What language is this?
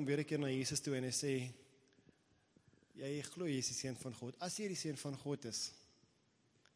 Afrikaans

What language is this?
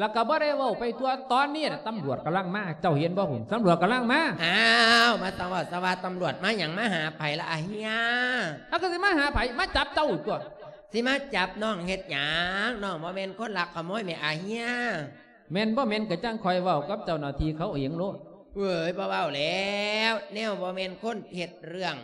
Lao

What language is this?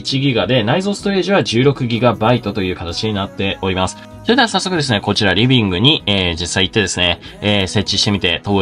Japanese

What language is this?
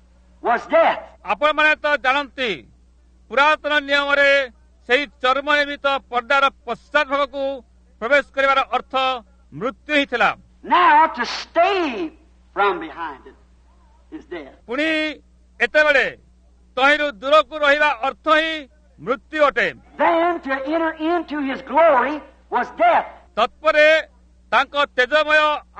Odia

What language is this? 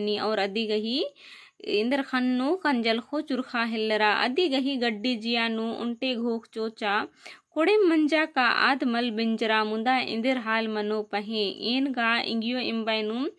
Kurukh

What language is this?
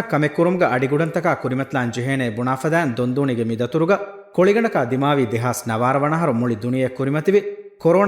Divehi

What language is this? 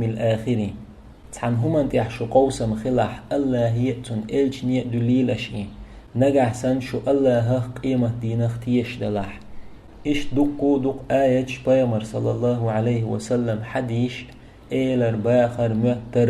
Chechen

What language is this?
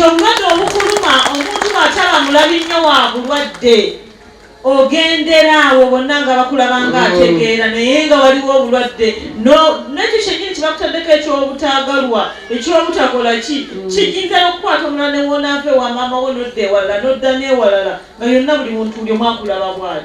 Ganda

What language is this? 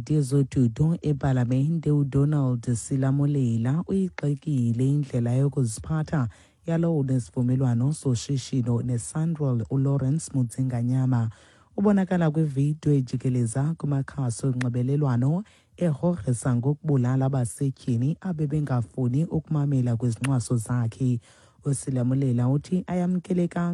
Xhosa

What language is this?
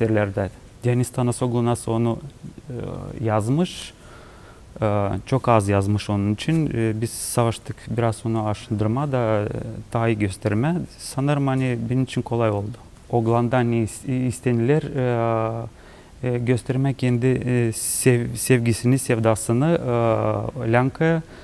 Gagauz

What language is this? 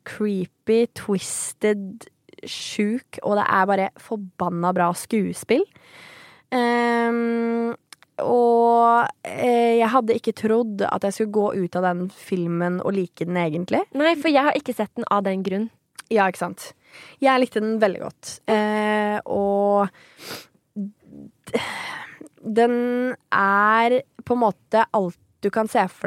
Norwegian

